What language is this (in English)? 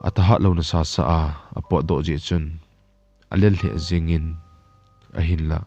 Thado Chin